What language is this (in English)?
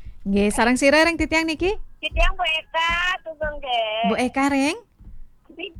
Balinese